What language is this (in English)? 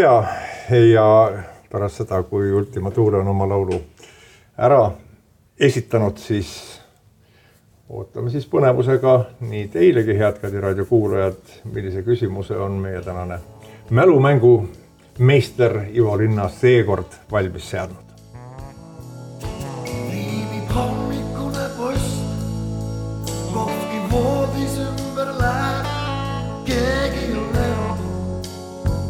Estonian